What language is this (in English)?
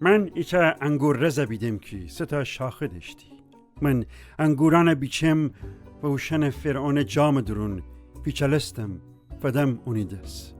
Gilaki